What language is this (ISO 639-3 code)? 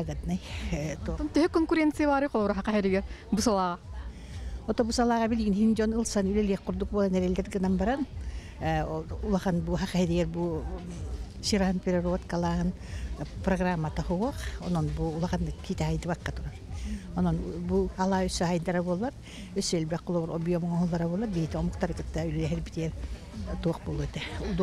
sah